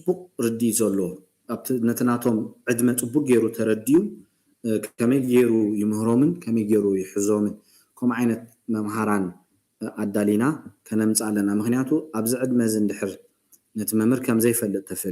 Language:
Tigrinya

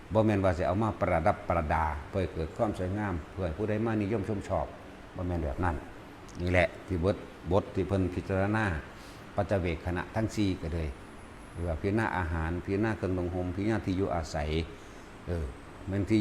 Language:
Northeastern Thai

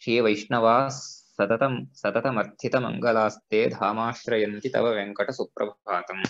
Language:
Sanskrit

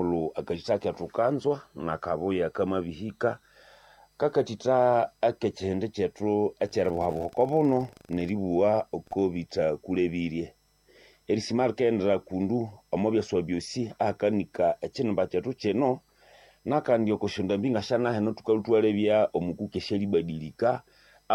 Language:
Nande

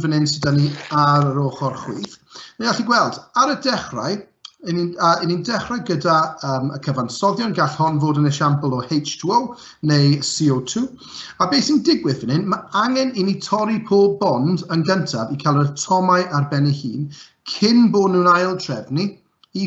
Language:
Welsh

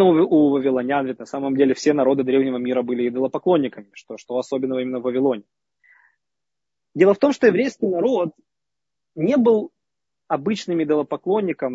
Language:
Russian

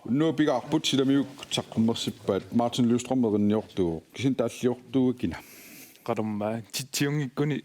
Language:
Kalaallisut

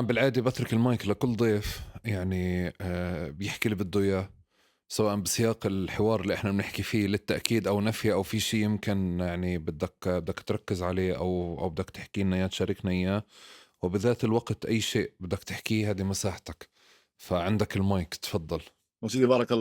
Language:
North Levantine Arabic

